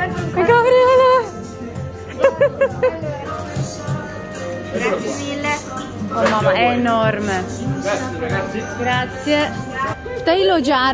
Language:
Polish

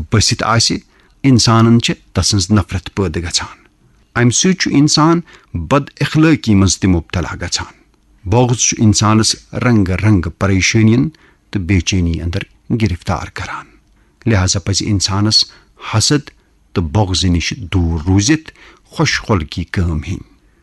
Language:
Kashmiri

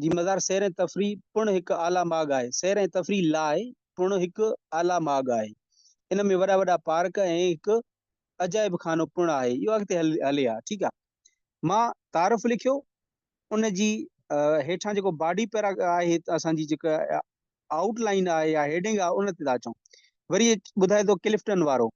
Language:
Sindhi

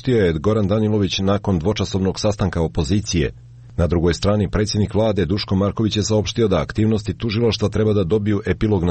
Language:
Serbian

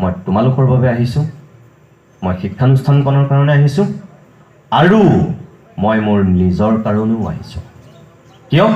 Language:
Assamese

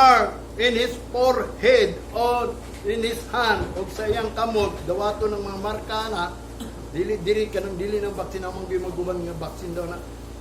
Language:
Cebuano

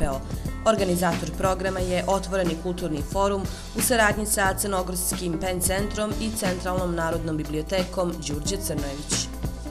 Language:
Serbian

